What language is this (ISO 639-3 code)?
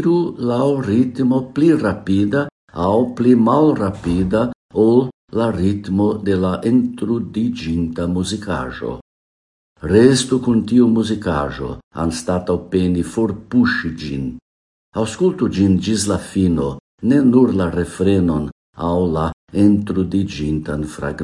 epo